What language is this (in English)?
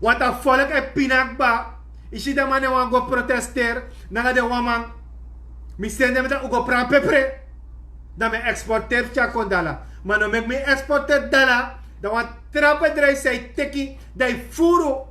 Sranan Tongo